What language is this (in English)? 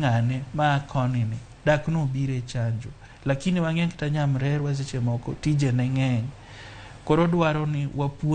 Luo (Kenya and Tanzania)